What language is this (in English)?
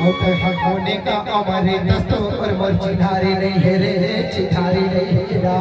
Chhattisgarhi